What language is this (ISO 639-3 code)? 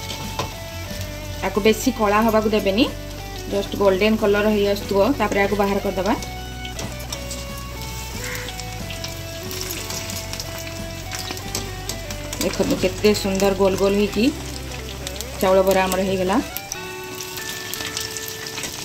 ori